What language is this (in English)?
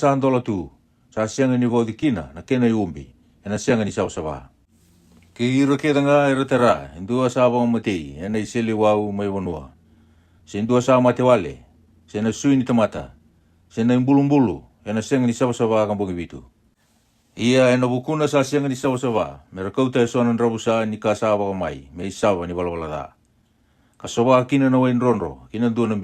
Fijian